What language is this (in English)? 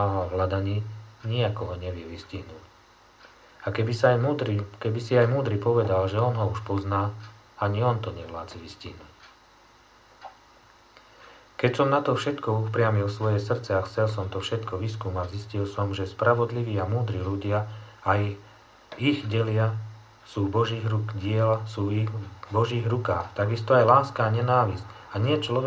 Slovak